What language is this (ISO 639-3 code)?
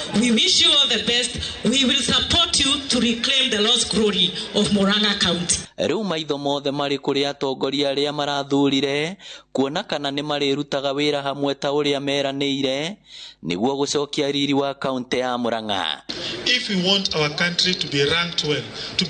kik